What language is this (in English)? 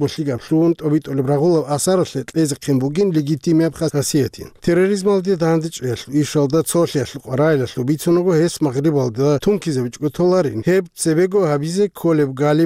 Avaric